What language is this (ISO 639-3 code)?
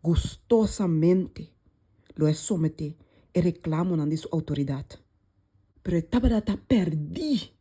pap